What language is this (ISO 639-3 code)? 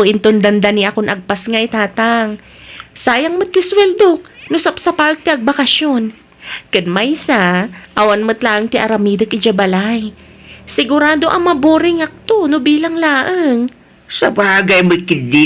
ilo